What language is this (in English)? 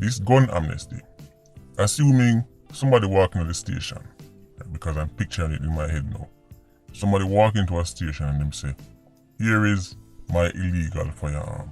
Jamaican Creole English